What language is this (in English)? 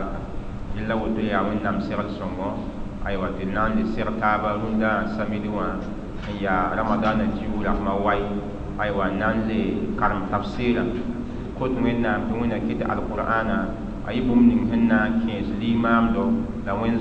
Mossi